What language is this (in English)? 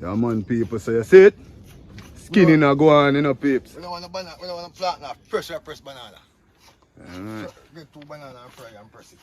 Jamaican Creole English